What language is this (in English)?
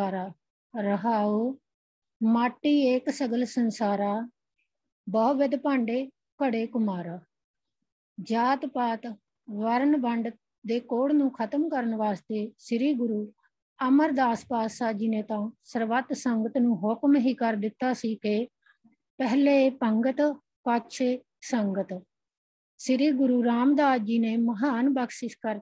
Punjabi